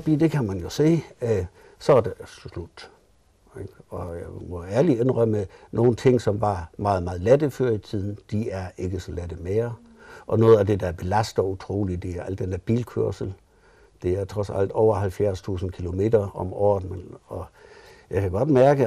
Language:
Danish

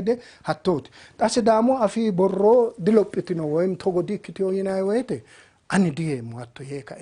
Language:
Sidamo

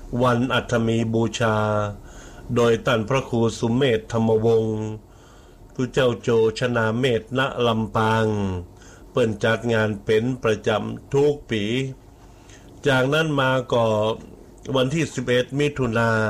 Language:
Thai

